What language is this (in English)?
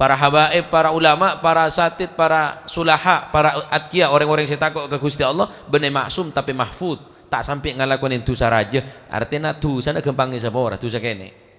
Madurese